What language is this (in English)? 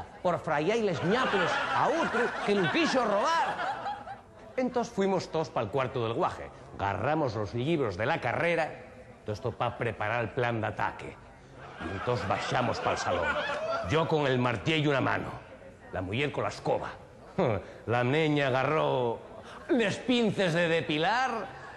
Asturian